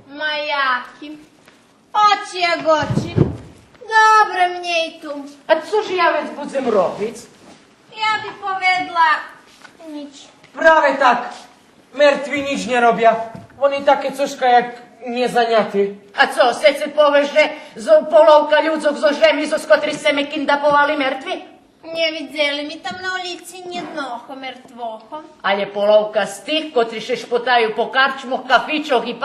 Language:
Rusyn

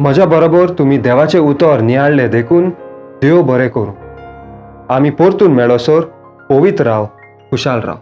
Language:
Konkani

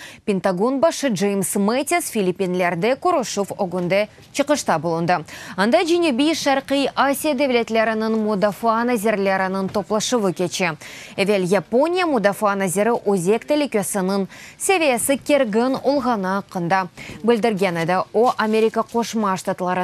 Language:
Crimean Tatar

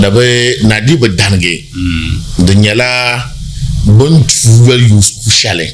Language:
Dagbani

